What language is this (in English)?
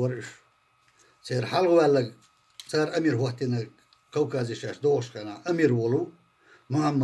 Chechen